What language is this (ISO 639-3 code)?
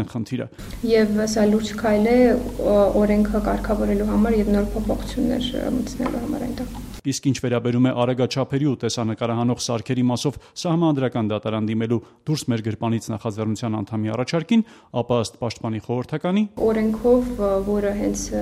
hye